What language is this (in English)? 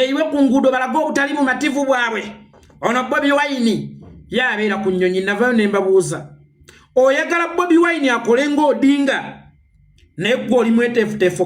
Ganda